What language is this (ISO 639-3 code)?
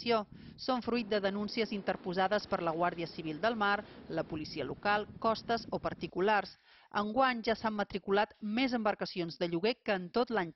cat